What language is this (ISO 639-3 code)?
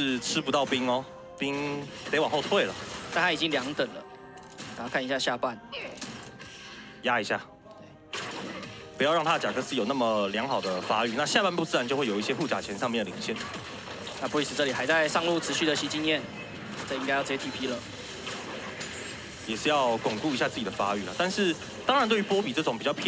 zho